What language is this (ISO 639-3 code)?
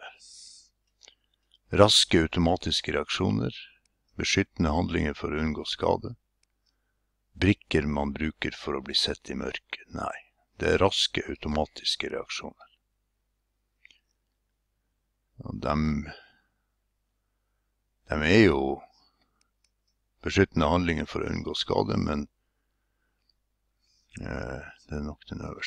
nor